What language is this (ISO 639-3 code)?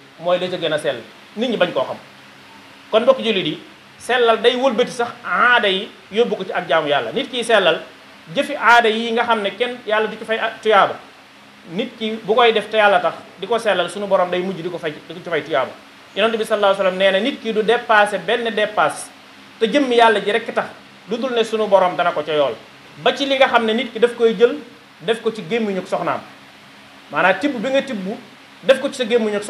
wol